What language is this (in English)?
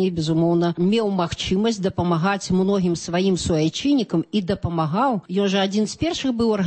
Belarusian